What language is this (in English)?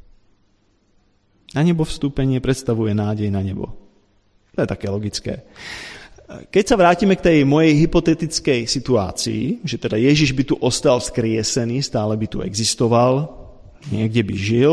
Slovak